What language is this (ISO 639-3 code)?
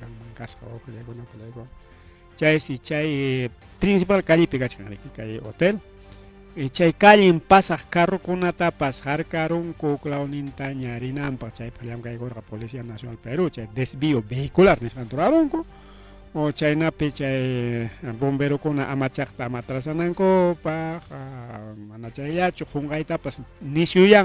quy